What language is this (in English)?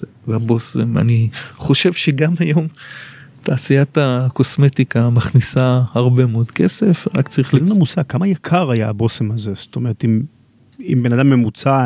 Hebrew